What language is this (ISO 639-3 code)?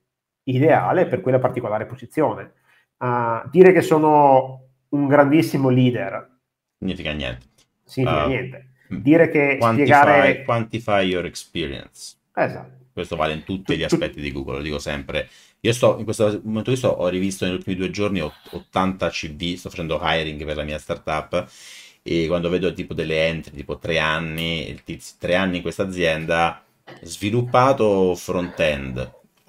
ita